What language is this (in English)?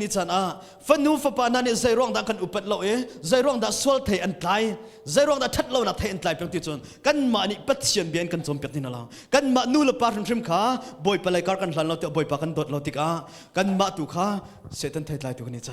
Hakha Chin